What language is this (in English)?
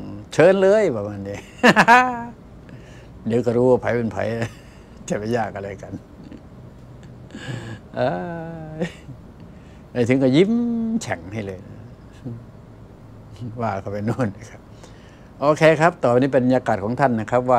Thai